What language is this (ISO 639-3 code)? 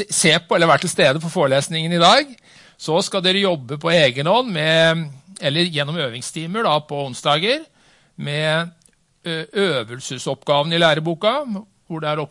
nor